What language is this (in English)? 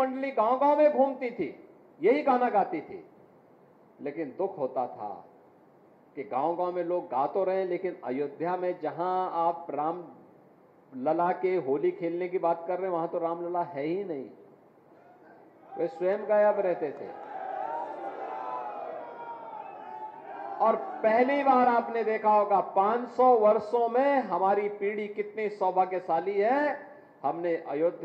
Hindi